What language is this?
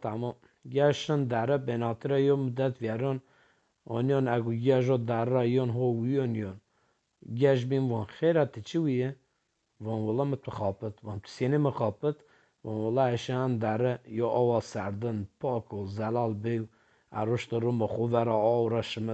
Zaza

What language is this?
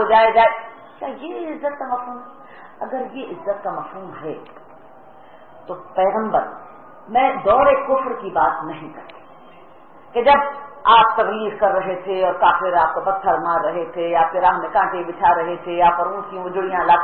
Urdu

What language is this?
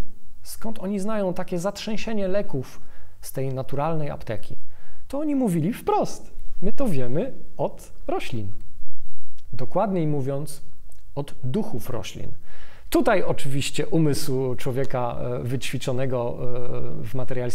Polish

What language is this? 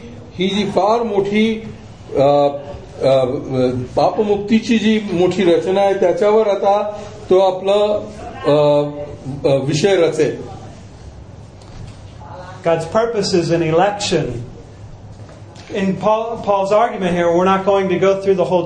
Marathi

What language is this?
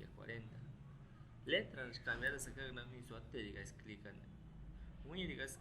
Aguaruna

